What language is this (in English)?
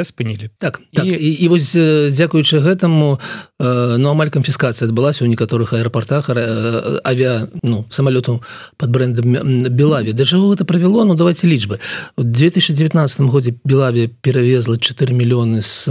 Belarusian